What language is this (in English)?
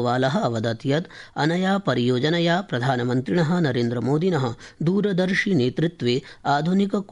Sanskrit